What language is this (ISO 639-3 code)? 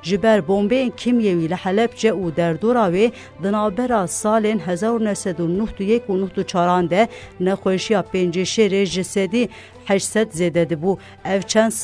kur